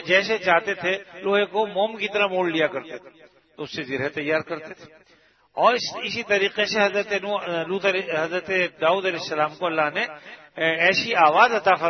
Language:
Urdu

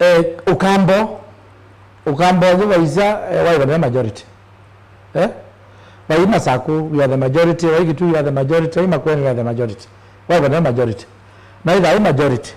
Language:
Kamba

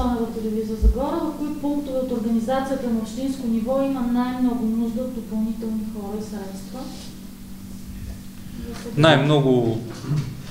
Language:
Bulgarian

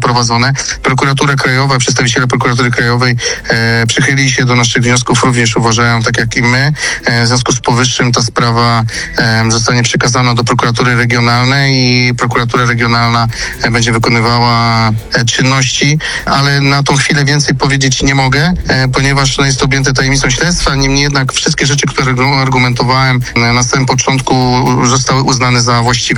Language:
Polish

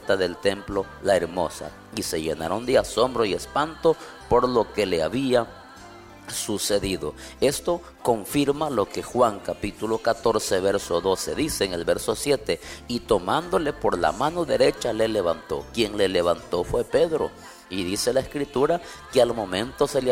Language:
Spanish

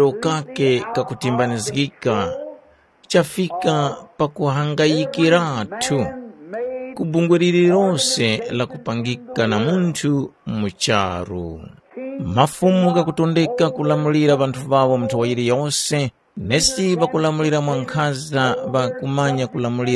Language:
Tumbuka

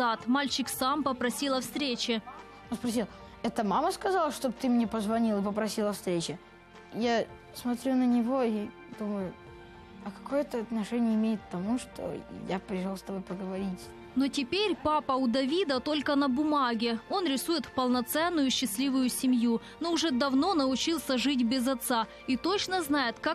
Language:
Russian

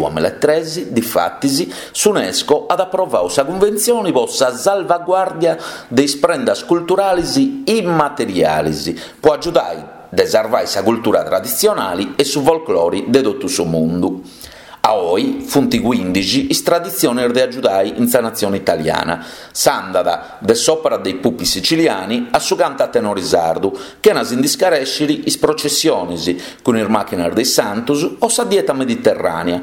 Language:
Sardinian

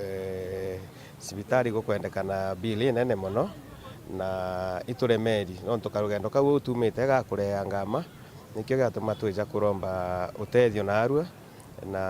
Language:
Meru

